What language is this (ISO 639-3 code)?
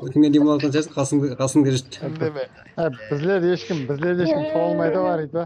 kaa